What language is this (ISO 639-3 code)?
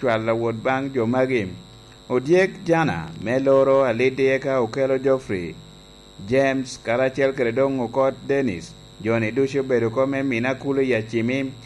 laj